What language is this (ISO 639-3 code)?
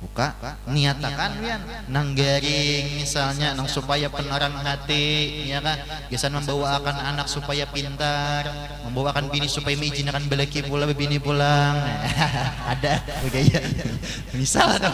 bjn